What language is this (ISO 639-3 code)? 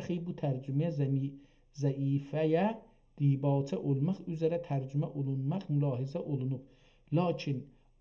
azb